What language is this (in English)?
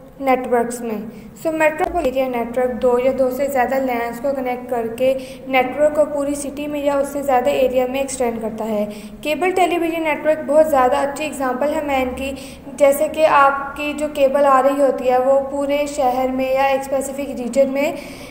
Hindi